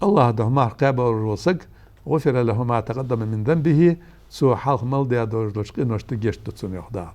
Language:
Ingush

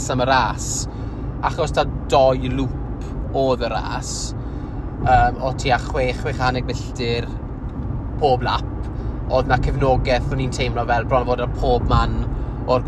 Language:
Welsh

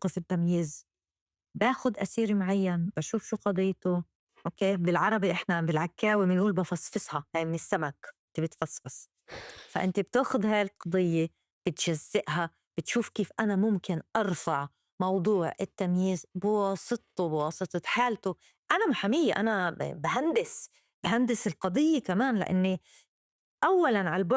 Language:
North Levantine Arabic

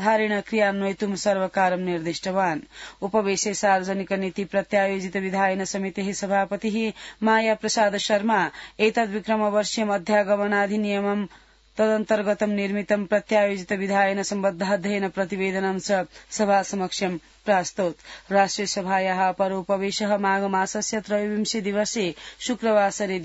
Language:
Sanskrit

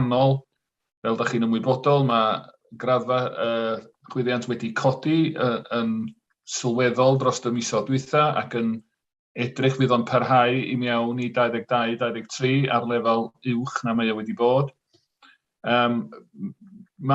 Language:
Welsh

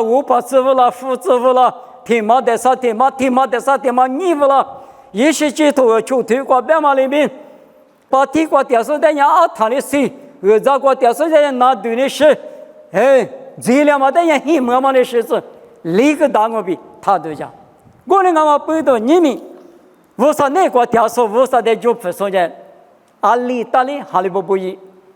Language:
Lisu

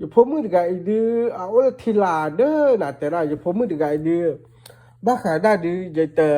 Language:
S'gaw Karen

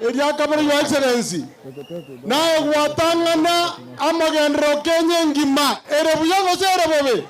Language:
Gusii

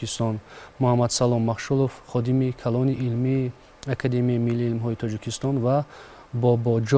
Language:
Tajik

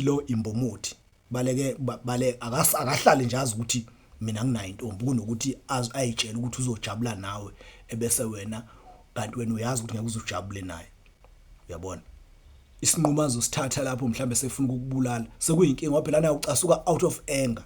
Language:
Zulu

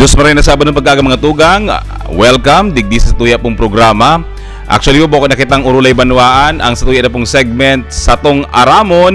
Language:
Bikol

